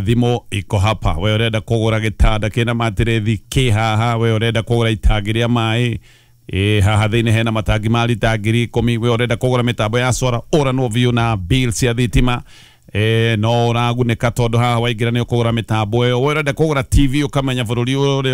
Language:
Kikuyu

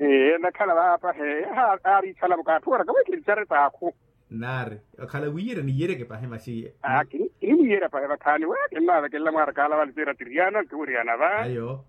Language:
Makhuwa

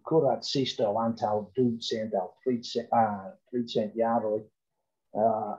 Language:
Esperanto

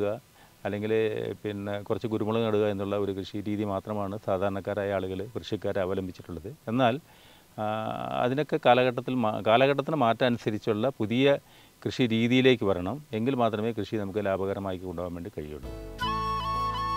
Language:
Malayalam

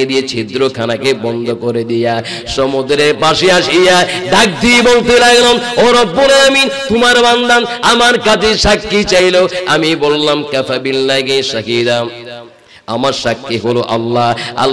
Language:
Bangla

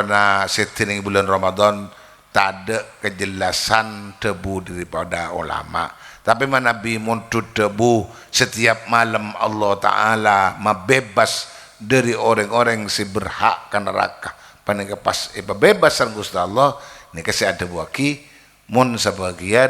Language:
Madurese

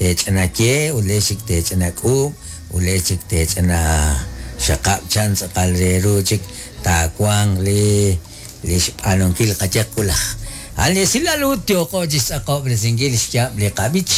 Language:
Kekchí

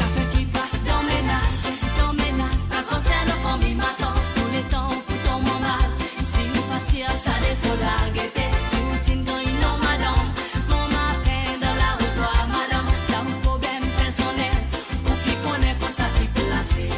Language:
Morisyen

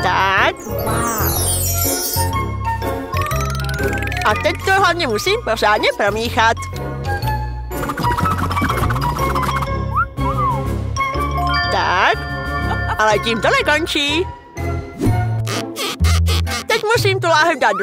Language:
Czech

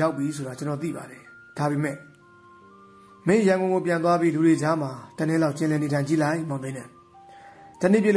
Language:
Burmese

